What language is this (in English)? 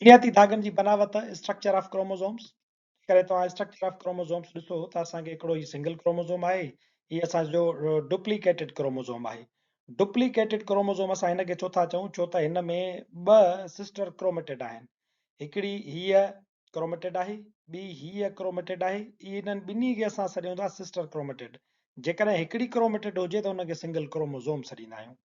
Sindhi